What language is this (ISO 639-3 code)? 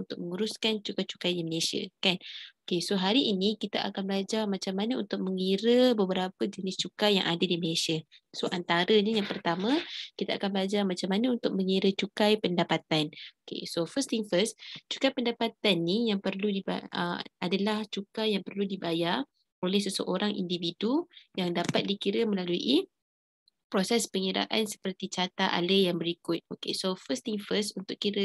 msa